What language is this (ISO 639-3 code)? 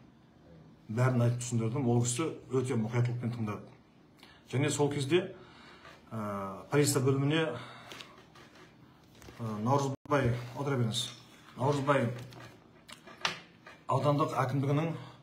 kaz